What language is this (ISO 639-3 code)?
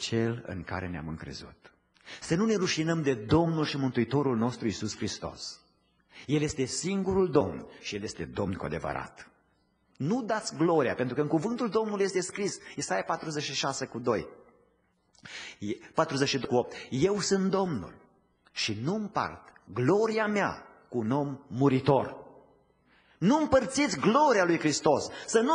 ron